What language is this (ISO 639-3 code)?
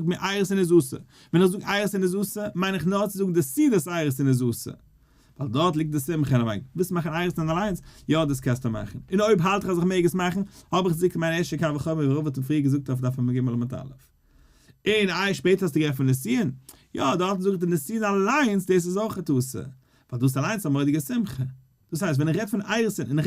yid